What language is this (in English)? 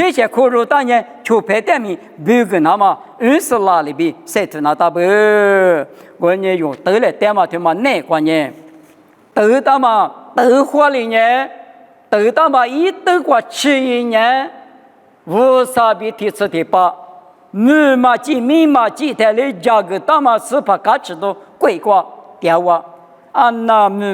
Lisu